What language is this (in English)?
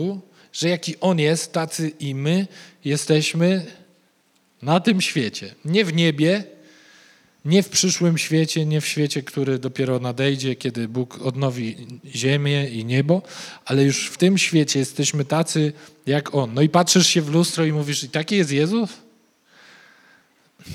Polish